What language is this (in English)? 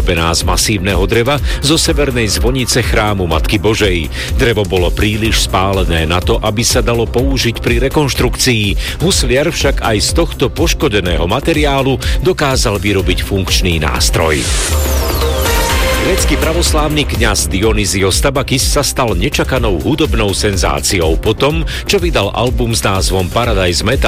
Slovak